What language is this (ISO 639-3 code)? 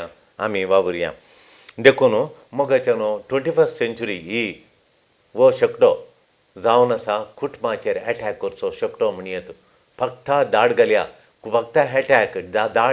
kok